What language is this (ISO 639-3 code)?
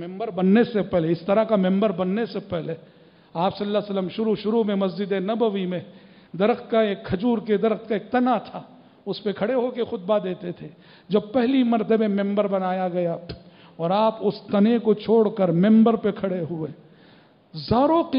urd